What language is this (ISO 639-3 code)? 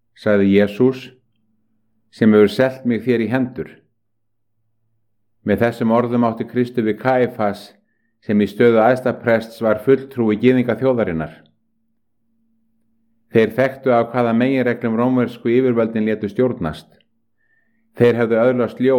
isl